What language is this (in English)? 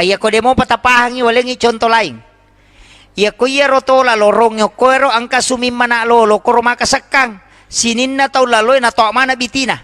Buginese